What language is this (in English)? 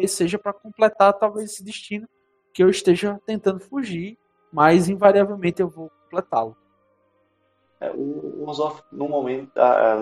Portuguese